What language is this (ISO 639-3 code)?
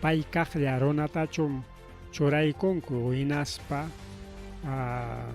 quy